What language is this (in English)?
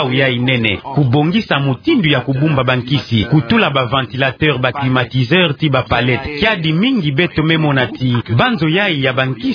Kituba (Democratic Republic of Congo)